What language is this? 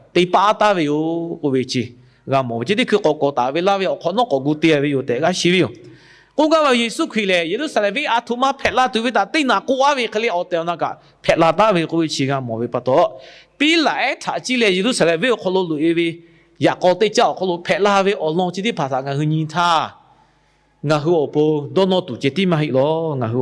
Lahu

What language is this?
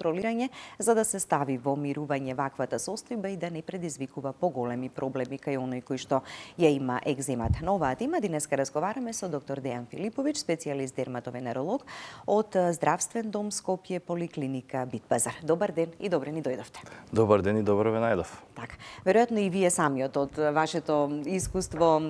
Macedonian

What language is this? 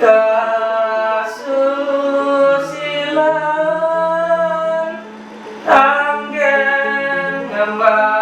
Balinese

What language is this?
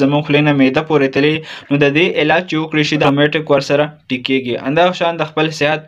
Pashto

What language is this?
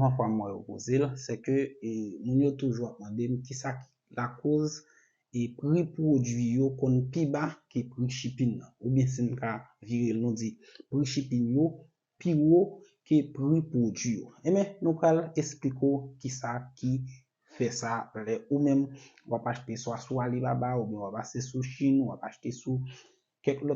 Haitian Creole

